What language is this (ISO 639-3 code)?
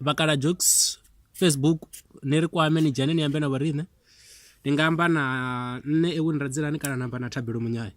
ven